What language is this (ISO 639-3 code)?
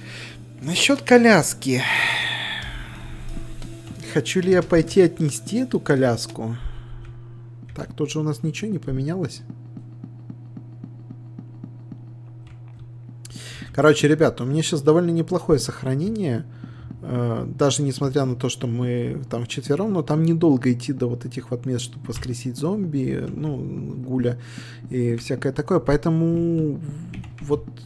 rus